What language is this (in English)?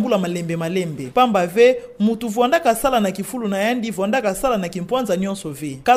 Kituba (Democratic Republic of Congo)